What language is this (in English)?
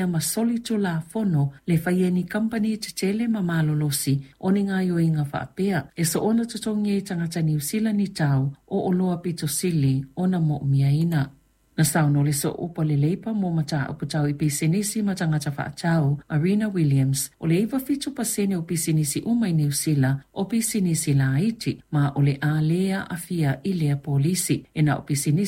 Samoan